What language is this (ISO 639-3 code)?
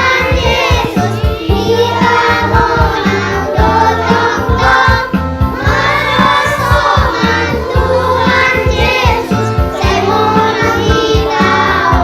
bts